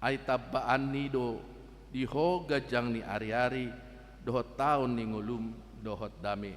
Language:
Batak Toba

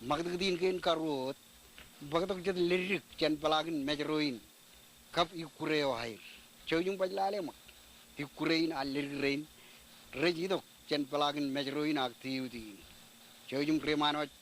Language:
Marshallese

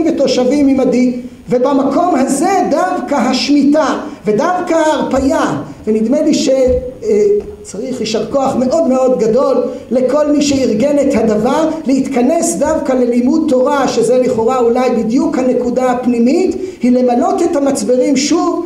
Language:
Hebrew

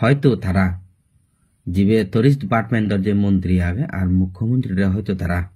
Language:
Chakma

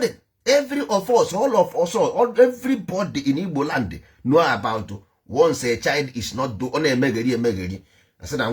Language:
Igbo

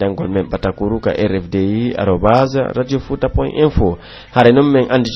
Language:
Pular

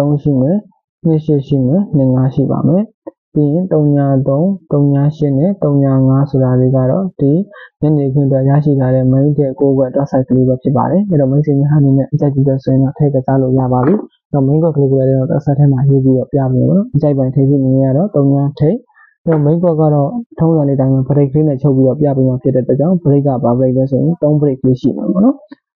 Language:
Burmese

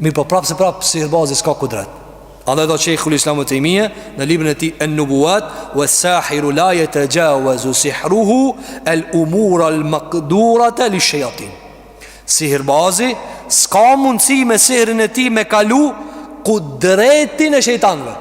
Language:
Albanian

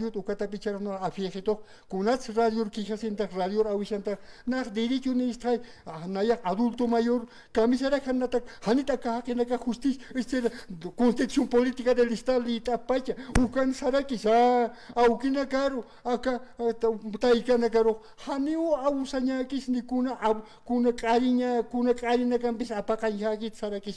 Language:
Aymara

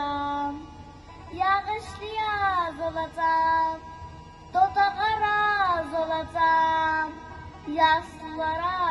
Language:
South Azerbaijani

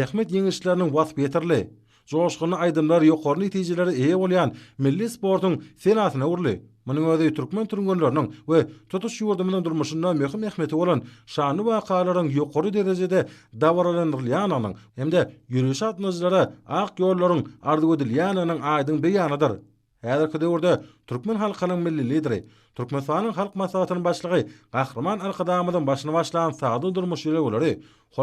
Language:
Turkmen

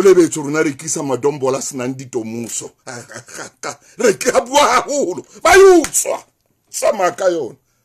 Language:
Southern Sotho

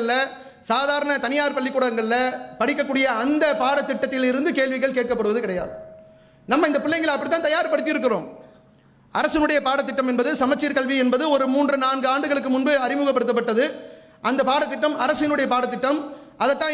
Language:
Tamil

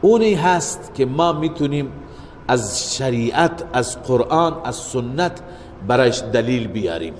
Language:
Persian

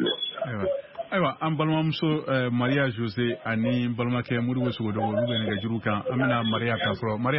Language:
Bambara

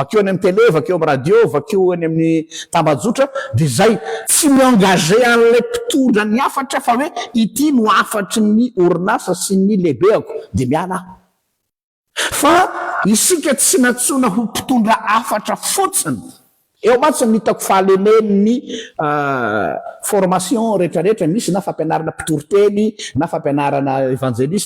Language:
Malagasy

